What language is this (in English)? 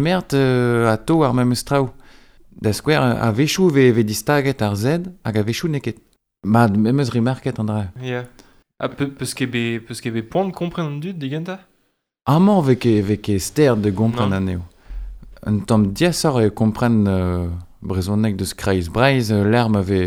Breton